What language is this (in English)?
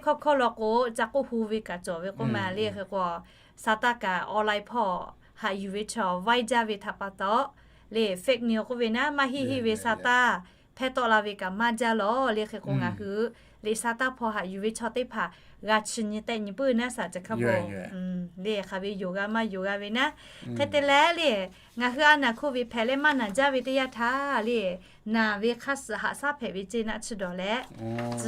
Lahu